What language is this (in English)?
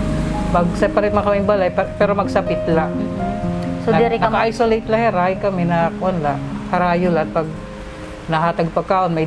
Waray